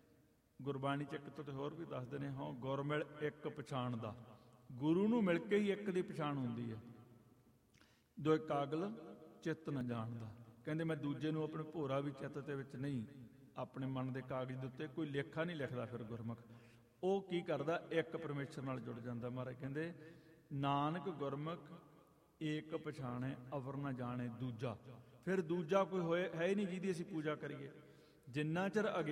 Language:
Punjabi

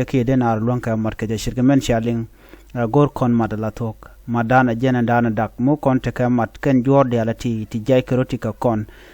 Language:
Nuer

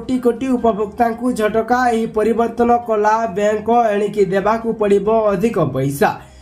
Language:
Odia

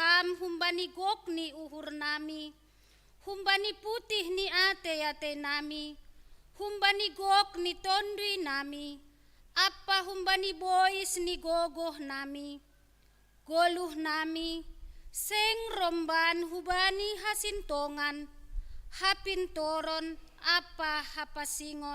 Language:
Batak Simalungun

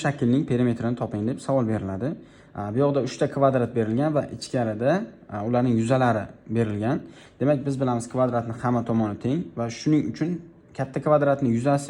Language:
Uzbek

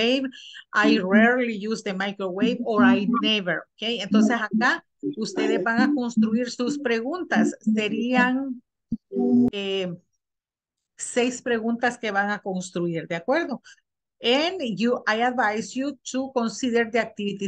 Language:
Spanish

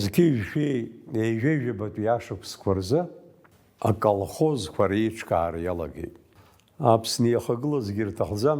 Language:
Abkhazian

